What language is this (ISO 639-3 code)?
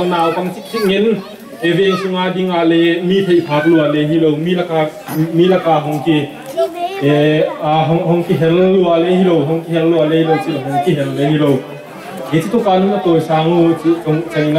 pck